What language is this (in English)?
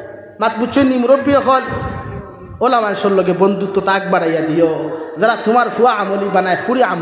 Sylheti